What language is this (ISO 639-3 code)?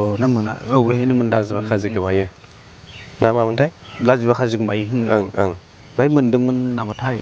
brx